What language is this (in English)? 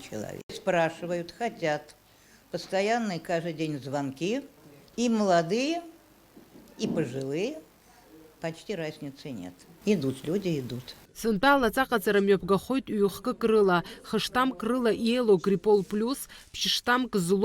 Abkhazian